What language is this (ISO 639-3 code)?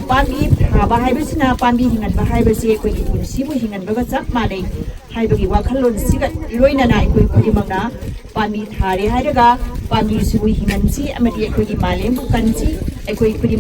mni